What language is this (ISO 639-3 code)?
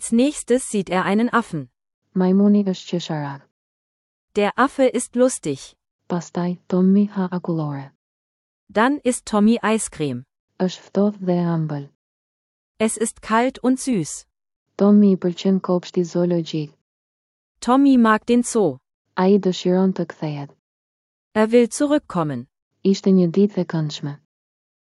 sqi